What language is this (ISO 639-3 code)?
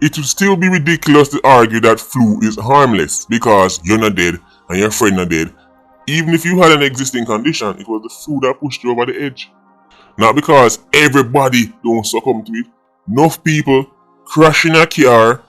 jam